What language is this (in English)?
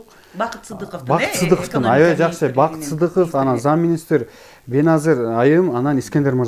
Kyrgyz